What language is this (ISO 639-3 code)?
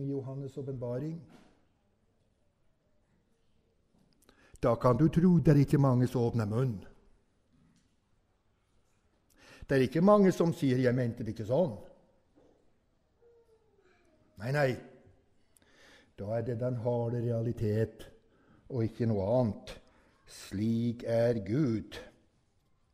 nor